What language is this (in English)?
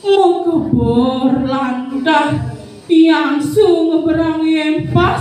Balinese